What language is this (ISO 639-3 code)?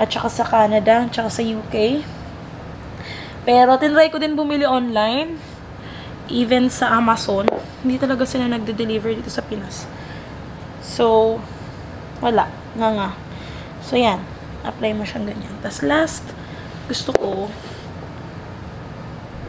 fil